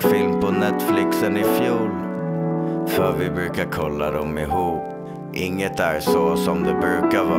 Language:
Swedish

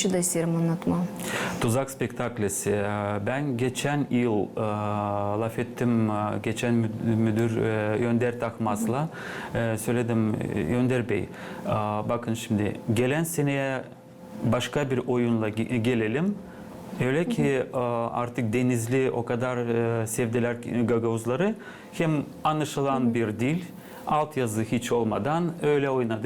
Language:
Gagauz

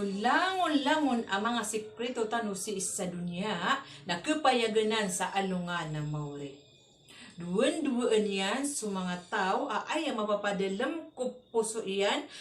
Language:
Maranao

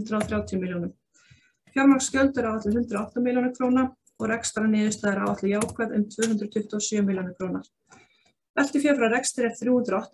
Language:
Icelandic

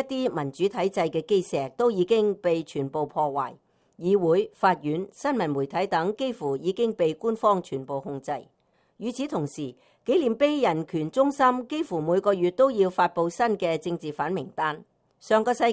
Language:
Cantonese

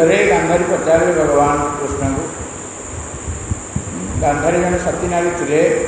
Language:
Odia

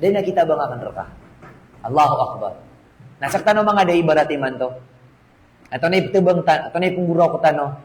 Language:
Maranao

